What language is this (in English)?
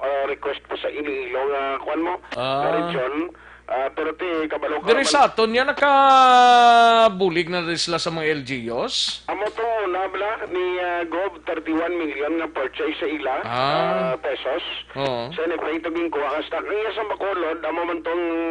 Hiligaynon